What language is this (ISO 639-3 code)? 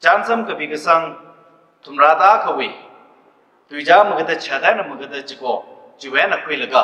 nmf